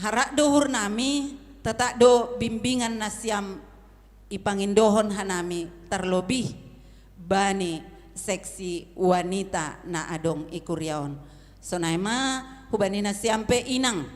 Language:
Batak Simalungun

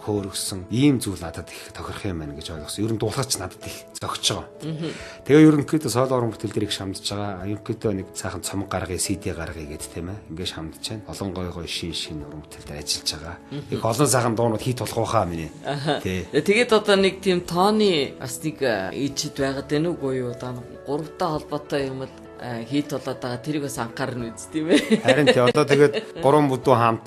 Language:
Mongolian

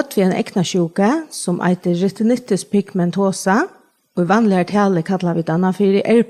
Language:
Faroese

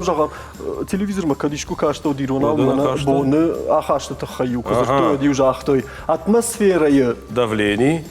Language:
Ossetic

